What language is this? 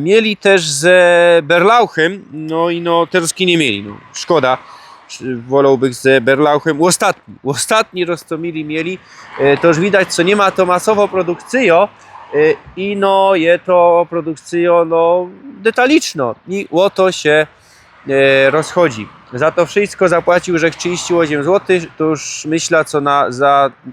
Silesian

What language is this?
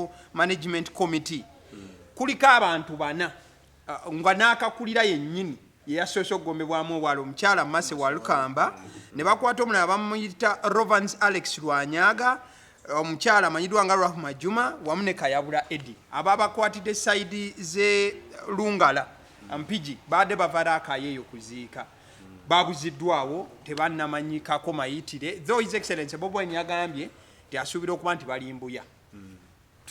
Ganda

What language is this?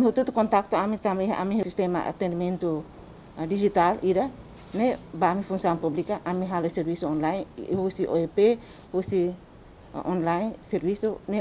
Tetum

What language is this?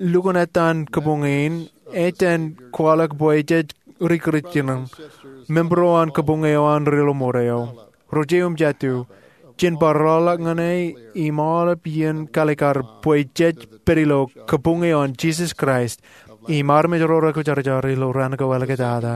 Marshallese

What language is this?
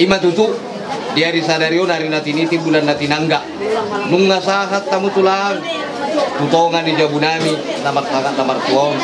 Batak Toba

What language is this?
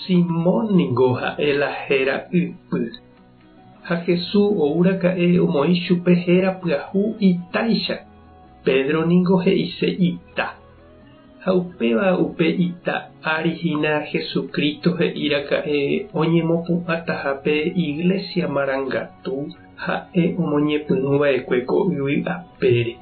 Guarani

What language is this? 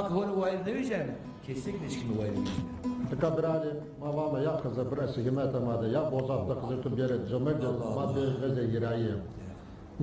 Zaza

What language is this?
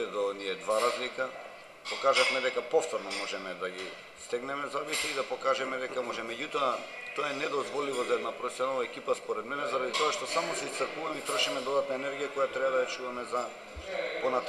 Macedonian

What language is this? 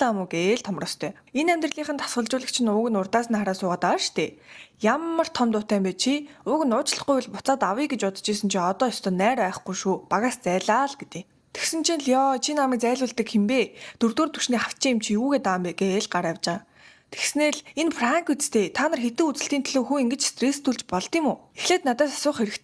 Mongolian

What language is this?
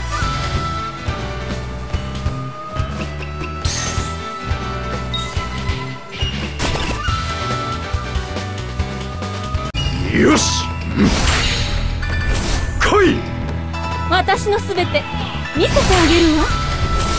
Japanese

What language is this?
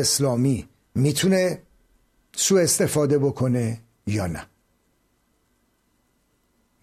Persian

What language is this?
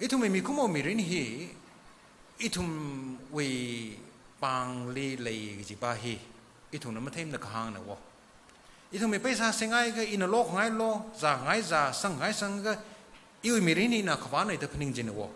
Tangkhul Naga (India)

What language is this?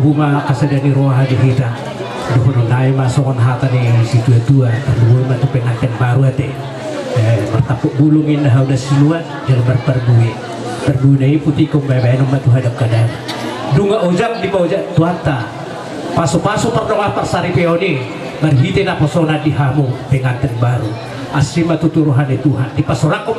Batak Toba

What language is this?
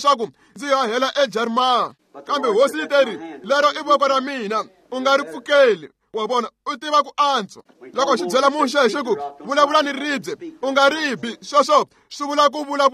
Tsonga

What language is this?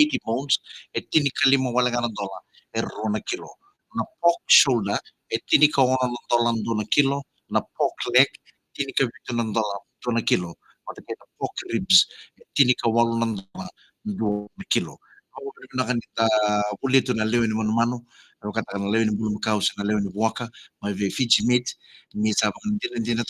Fijian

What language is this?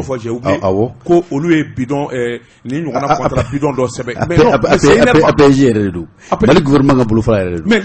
Bambara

